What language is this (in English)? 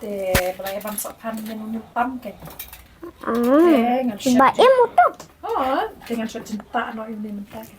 Khasi